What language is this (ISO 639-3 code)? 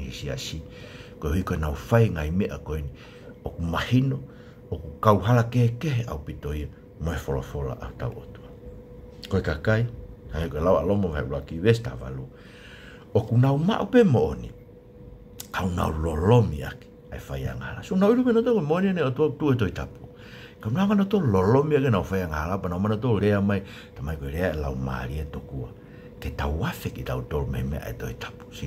ton